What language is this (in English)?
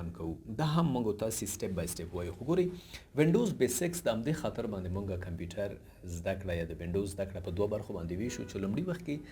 Pashto